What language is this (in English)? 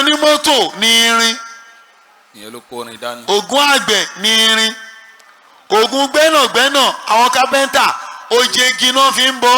Yoruba